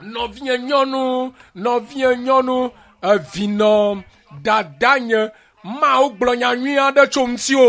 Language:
Ewe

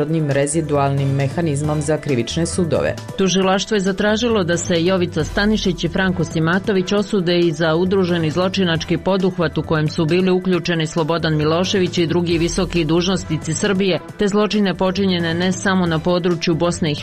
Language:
Bosnian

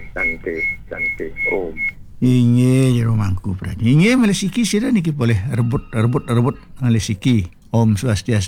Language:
Balinese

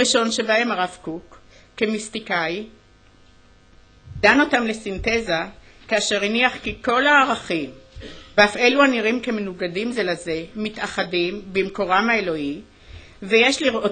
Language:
Hebrew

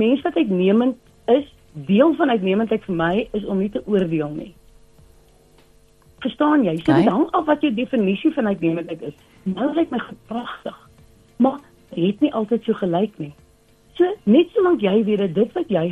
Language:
Afrikaans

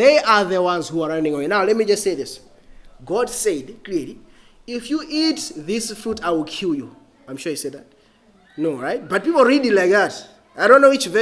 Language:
English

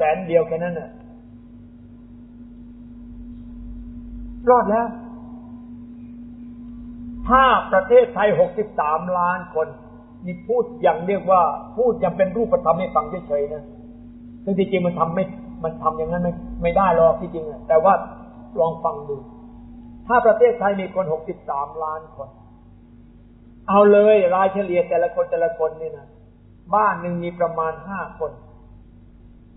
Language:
Thai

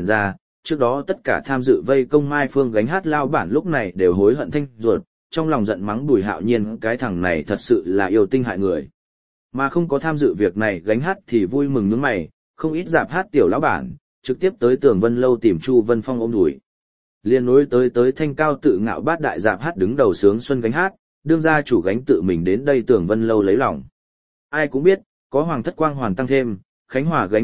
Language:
Vietnamese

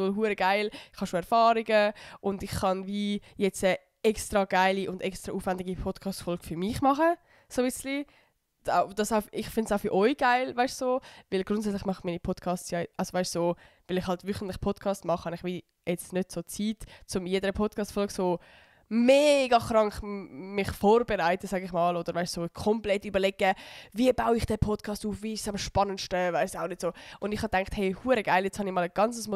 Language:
Swiss German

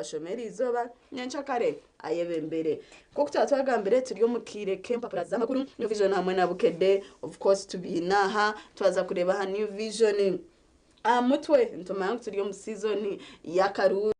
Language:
Nyankole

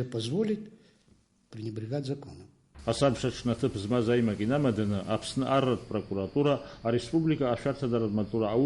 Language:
Abkhazian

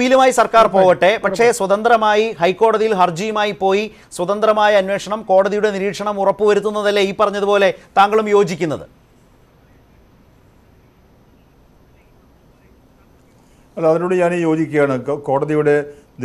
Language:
Malayalam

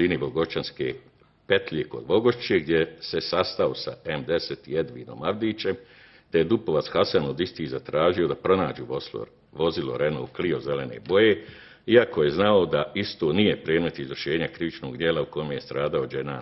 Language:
Bosnian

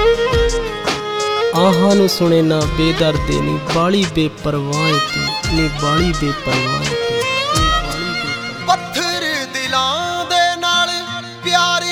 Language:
Punjabi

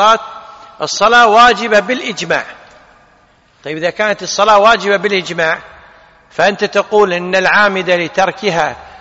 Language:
Arabic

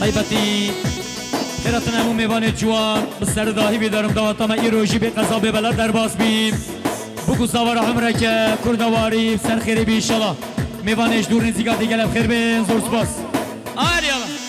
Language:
Kurdish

